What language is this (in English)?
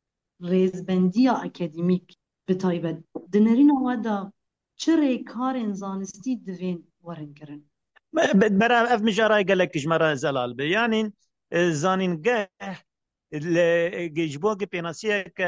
Kurdish